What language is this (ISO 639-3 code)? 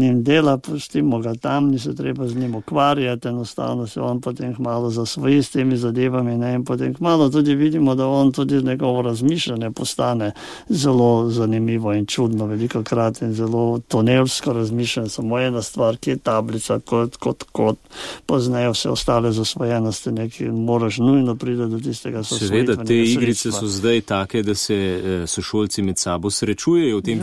slv